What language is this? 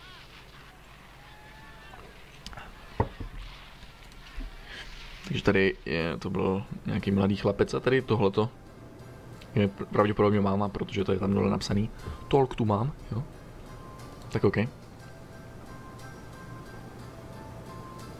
Czech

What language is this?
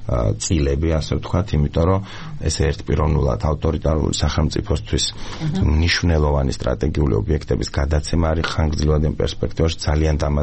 Georgian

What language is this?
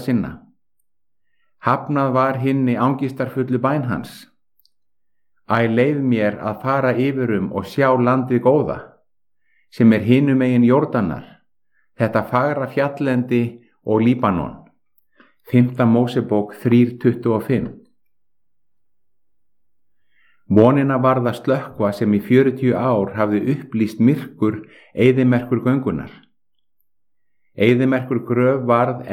Icelandic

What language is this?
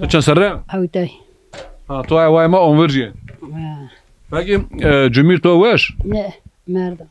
Zaza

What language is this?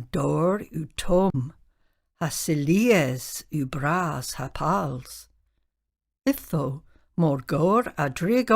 Cornish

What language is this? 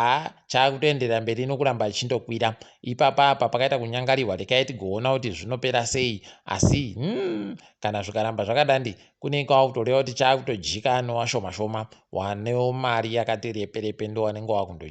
Ndau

